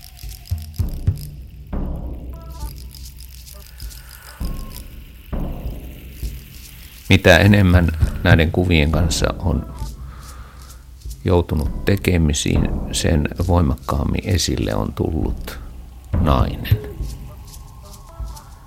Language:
Finnish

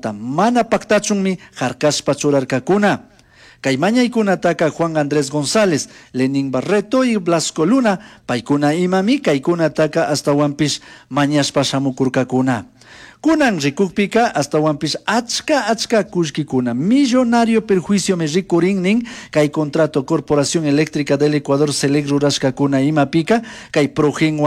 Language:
Chimborazo Highland Quichua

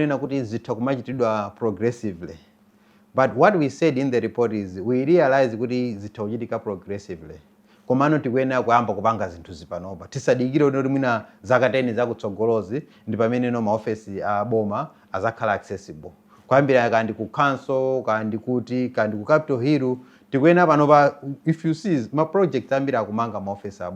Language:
Nyanja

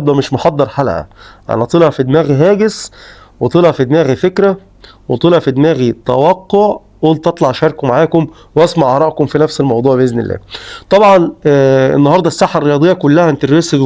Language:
Egyptian Arabic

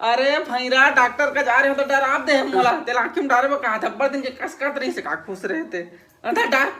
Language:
Chhattisgarhi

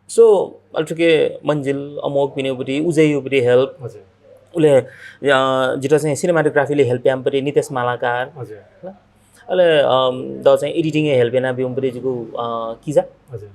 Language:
Newari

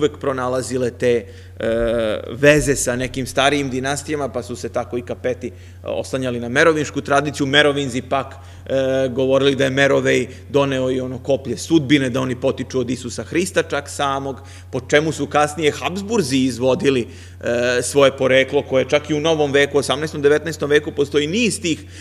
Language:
Serbian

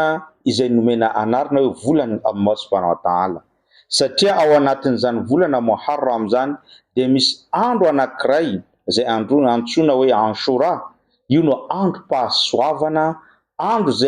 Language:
Malagasy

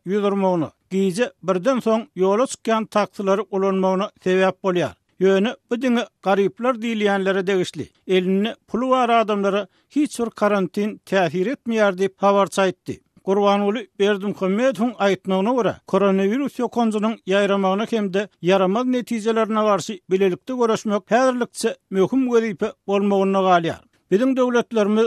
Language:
Turkmen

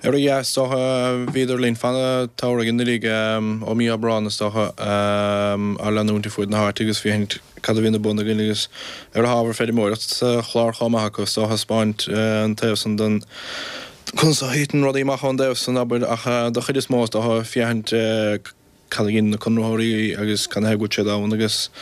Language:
Irish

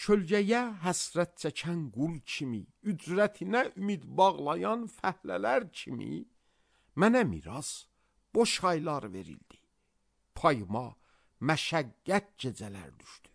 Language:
Azerbaijani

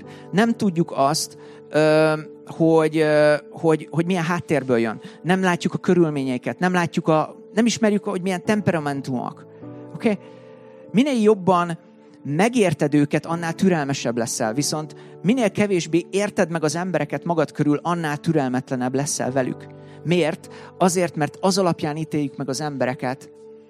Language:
Hungarian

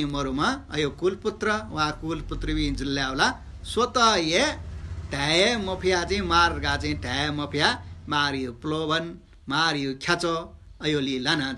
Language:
Newari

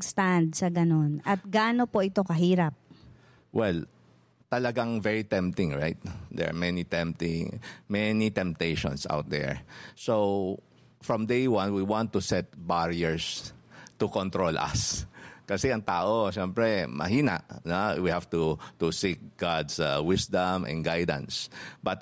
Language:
Filipino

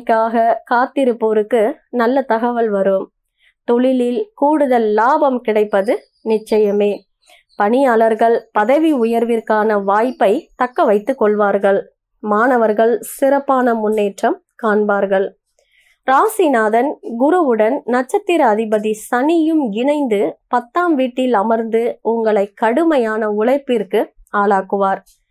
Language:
Tamil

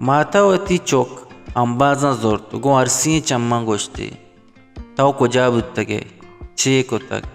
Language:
Baluchi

